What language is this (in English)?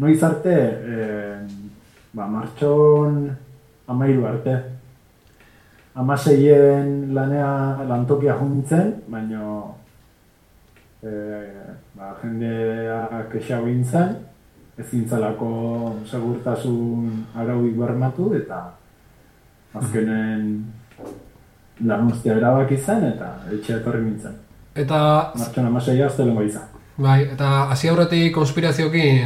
Basque